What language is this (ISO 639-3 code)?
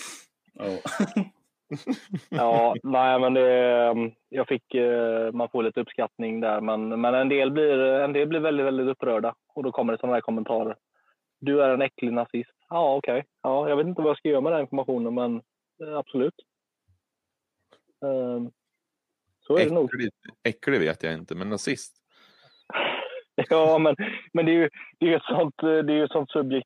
swe